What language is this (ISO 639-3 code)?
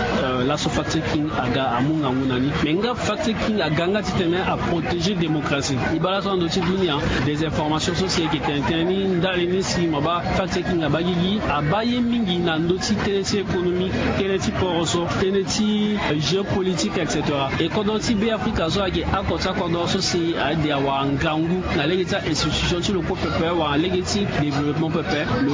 sag